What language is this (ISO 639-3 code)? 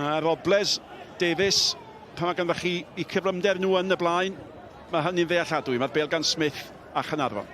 cym